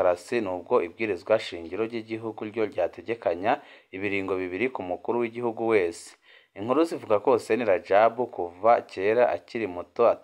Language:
Rundi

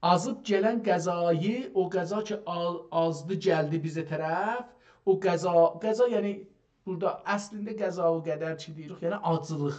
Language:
South Azerbaijani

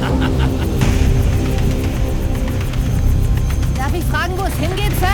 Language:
Bavarian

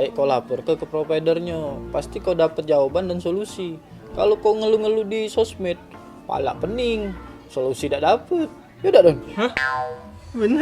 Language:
Musi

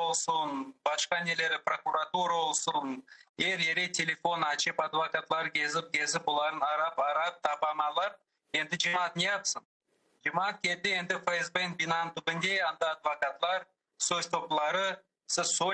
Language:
Crimean Tatar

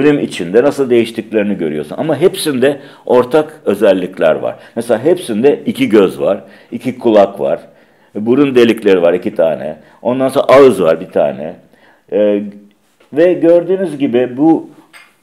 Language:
Turkish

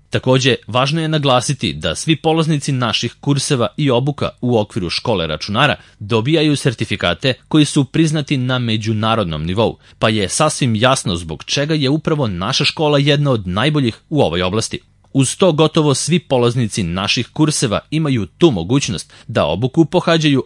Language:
Serbian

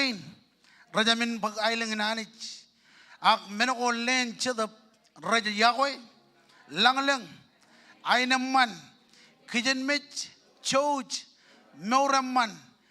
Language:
Marshallese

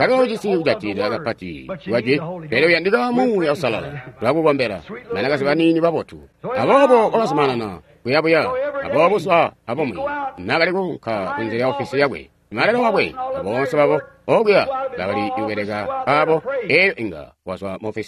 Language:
Tonga (Zambia)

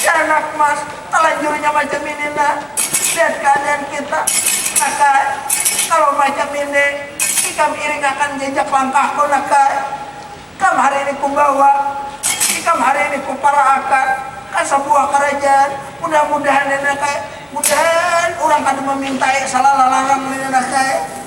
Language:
Banjar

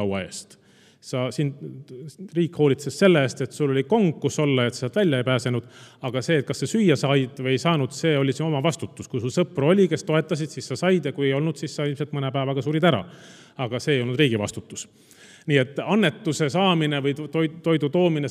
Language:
Estonian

